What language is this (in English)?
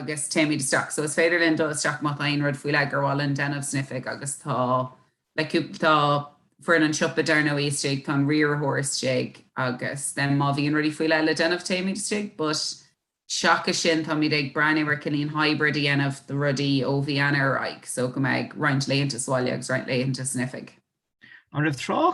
Irish